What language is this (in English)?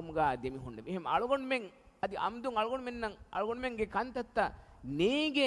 Divehi